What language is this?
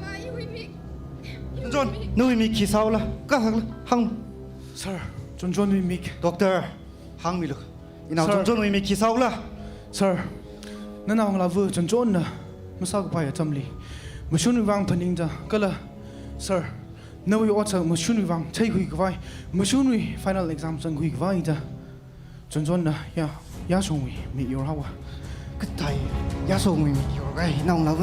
Tangkhul Naga (India)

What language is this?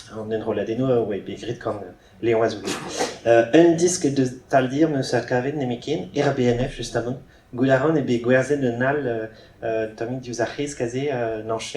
Breton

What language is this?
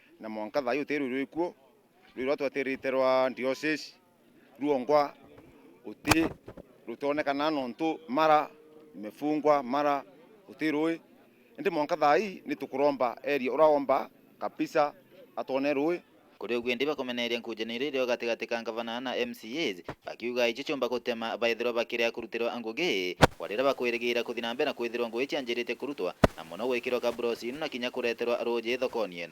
Meru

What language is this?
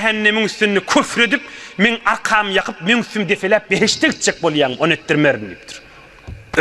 Turkmen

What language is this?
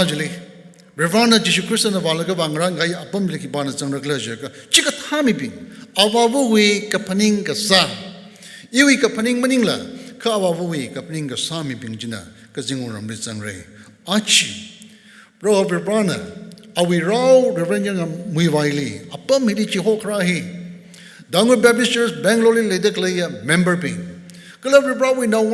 Tangkhul Naga (India)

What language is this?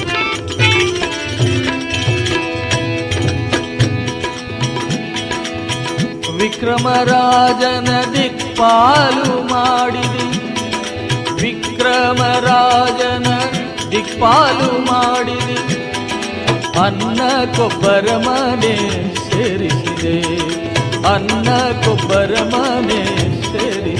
Kannada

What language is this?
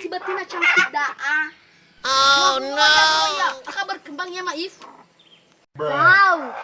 Nias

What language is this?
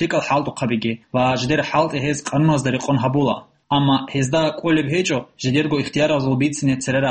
Avaric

